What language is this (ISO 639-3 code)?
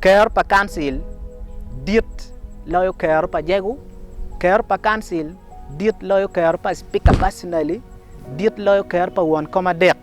ach